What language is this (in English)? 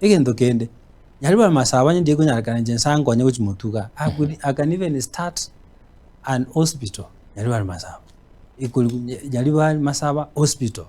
Gusii